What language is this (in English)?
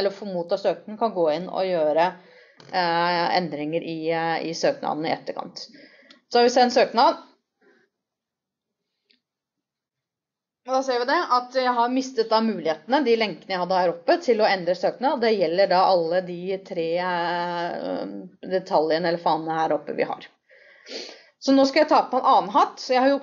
Norwegian